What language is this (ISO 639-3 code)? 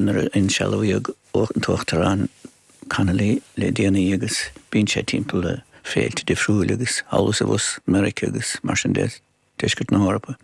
gle